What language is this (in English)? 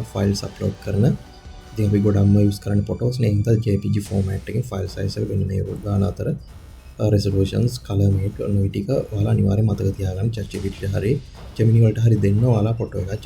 Sinhala